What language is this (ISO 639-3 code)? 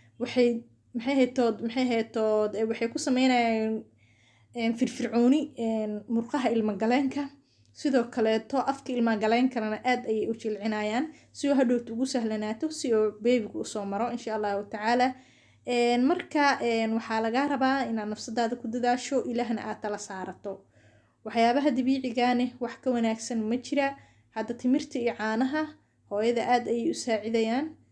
som